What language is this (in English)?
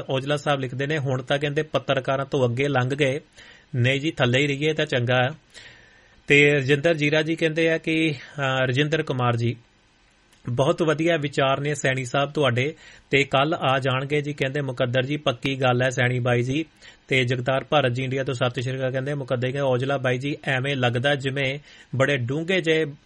Punjabi